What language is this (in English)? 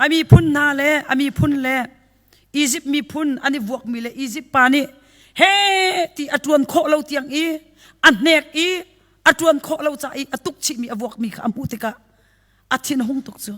Hakha Chin